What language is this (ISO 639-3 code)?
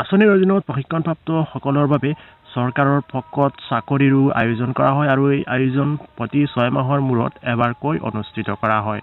asm